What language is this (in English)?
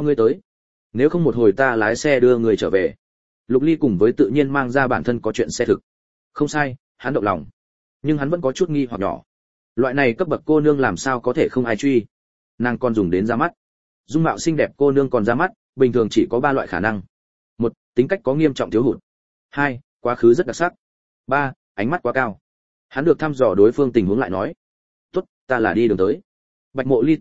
Vietnamese